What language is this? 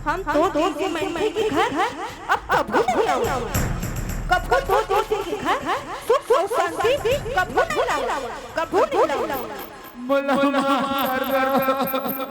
Chhattisgarhi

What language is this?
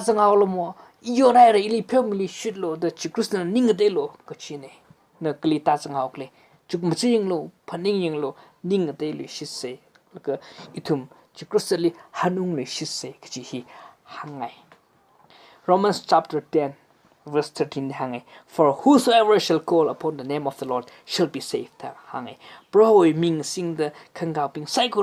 Tangkhul Naga (India)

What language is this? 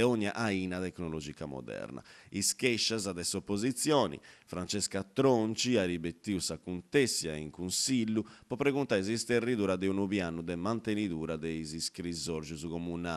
Sardinian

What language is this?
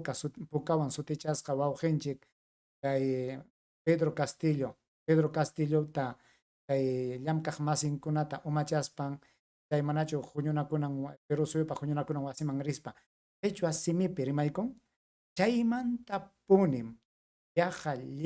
Ayacucho Quechua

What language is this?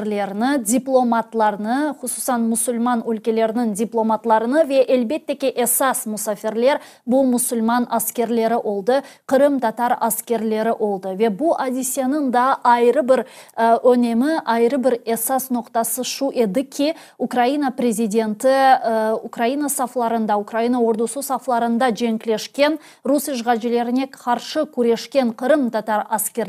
Crimean Tatar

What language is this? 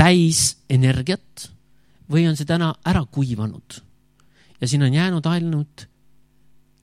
Estonian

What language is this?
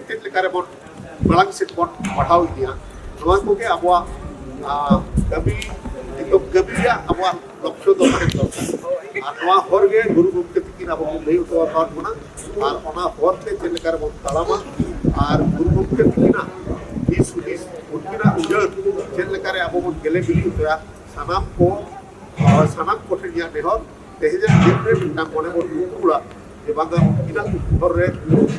Santali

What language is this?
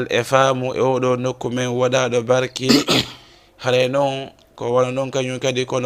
Fula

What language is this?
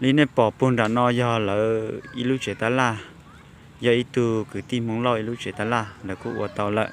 Hmong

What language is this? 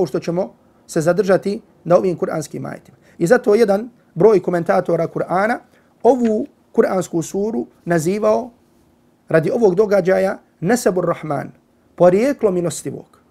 Bosnian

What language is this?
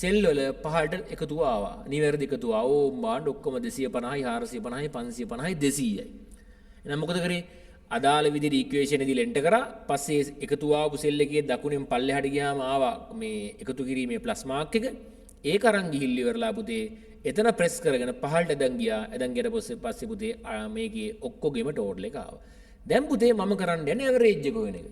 Sinhala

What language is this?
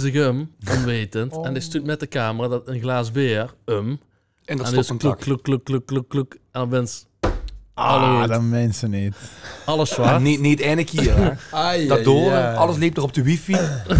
Limburgish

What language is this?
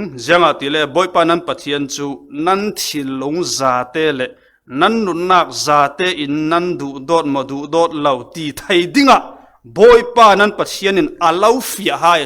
Falam Chin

